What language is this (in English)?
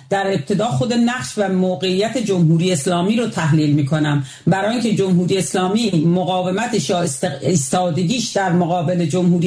Persian